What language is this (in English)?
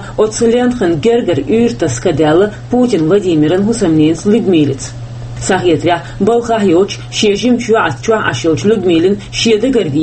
Chechen